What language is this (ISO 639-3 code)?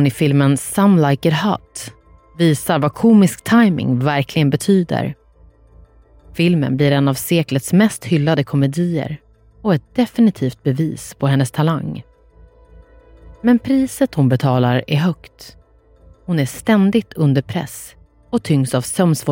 swe